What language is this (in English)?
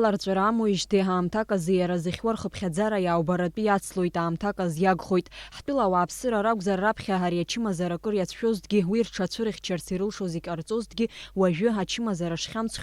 Abkhazian